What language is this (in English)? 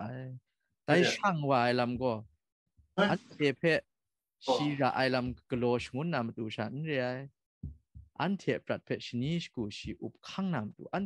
Kachin